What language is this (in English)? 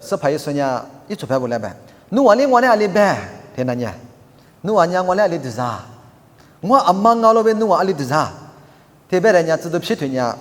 Lisu